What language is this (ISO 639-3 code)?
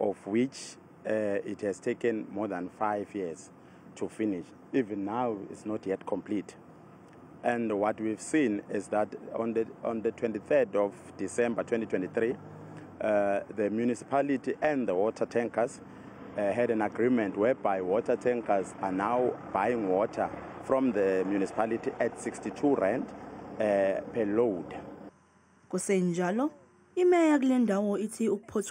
zul